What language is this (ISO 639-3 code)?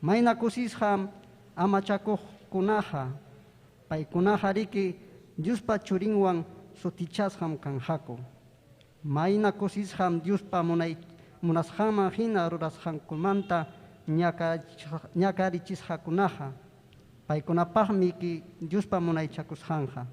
quy